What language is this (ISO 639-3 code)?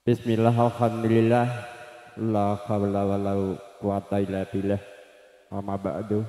jav